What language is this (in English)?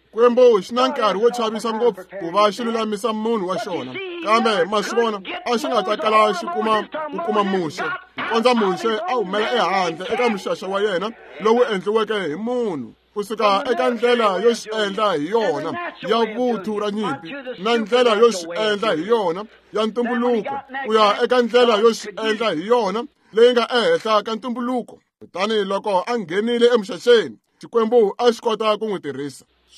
Tsonga